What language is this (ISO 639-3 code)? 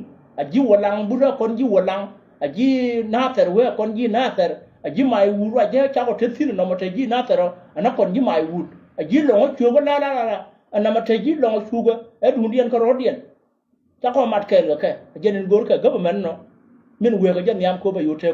nus